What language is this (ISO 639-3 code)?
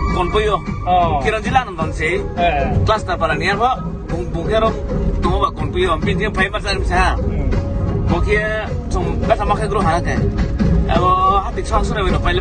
ria